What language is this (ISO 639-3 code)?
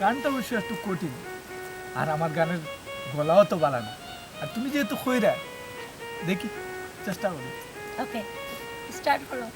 syl